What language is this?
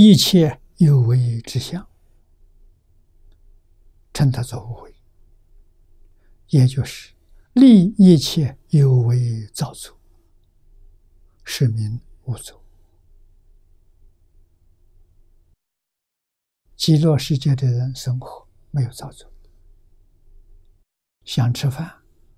Chinese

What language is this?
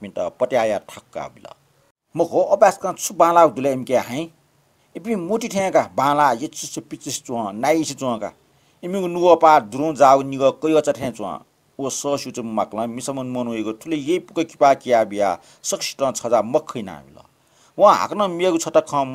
Newari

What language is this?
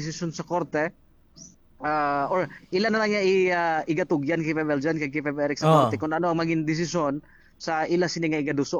Hiligaynon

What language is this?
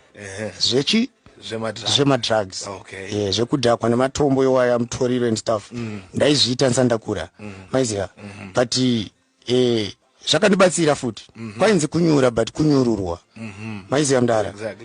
Shona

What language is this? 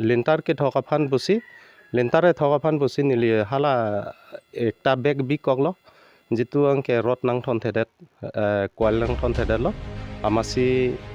Karbi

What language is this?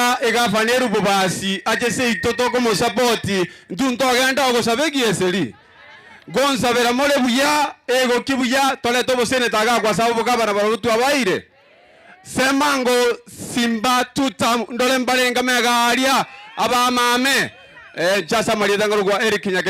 Gusii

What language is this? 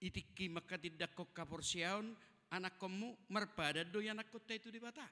Batak Toba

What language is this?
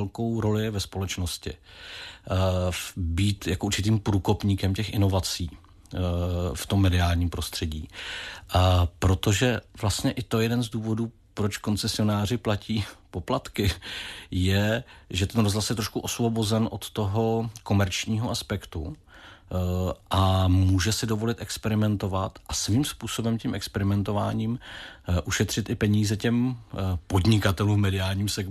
Czech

